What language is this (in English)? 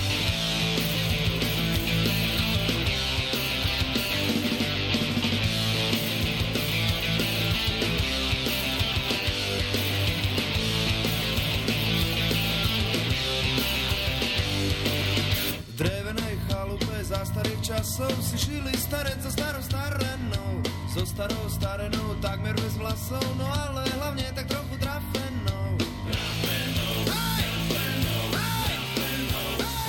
Slovak